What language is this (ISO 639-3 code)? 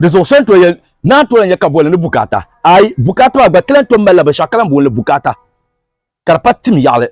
dag